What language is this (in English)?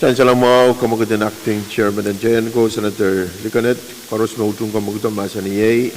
Pohnpeian